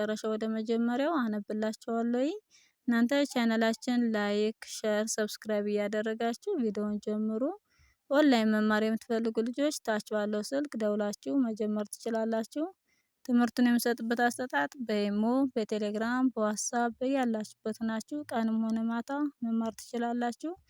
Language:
Amharic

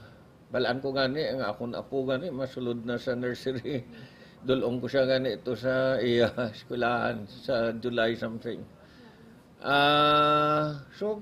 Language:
Hiligaynon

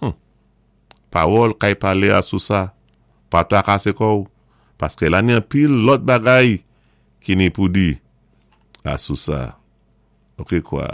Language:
Saint Lucian Creole French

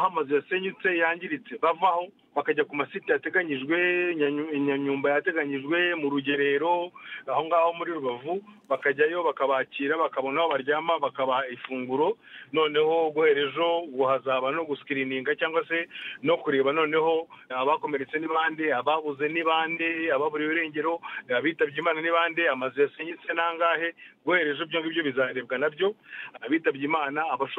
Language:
Kinyarwanda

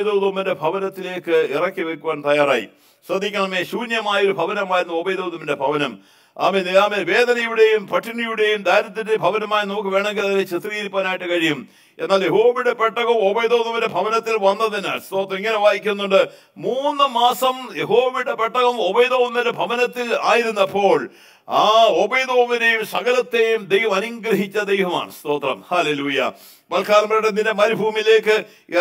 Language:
Malayalam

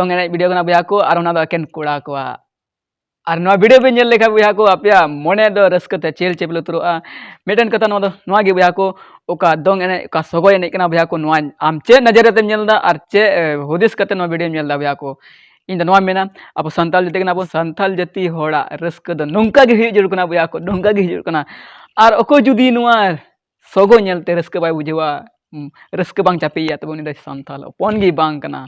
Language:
Santali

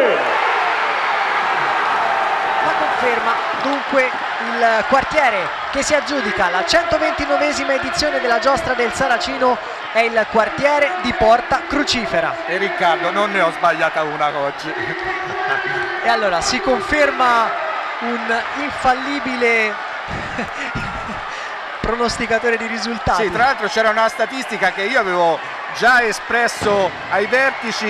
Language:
Italian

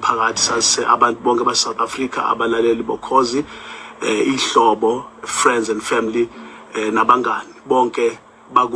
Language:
Zulu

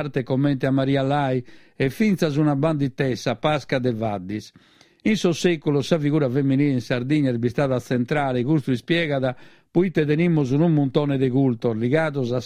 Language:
Sardinian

